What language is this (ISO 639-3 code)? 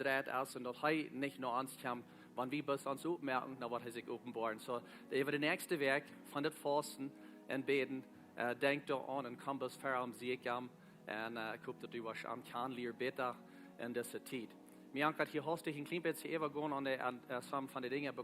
pdt